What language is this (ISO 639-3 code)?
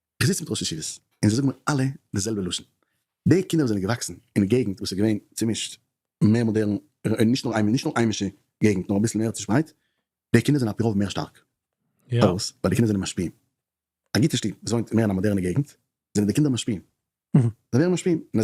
yid